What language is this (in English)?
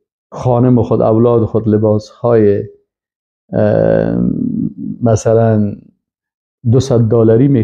Persian